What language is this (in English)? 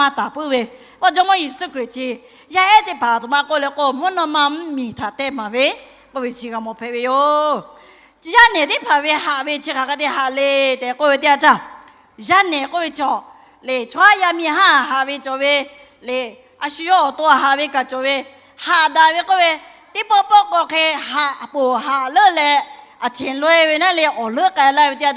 Lahu